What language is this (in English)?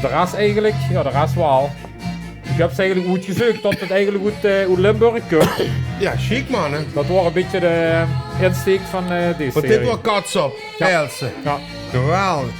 Limburgish